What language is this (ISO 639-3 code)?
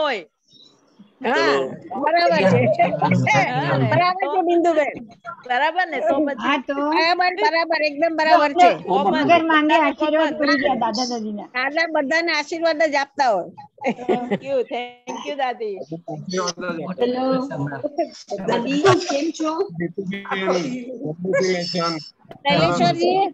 guj